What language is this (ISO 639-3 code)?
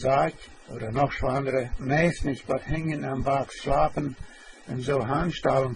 pdt